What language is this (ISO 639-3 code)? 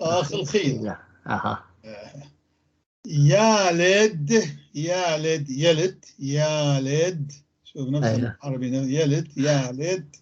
apc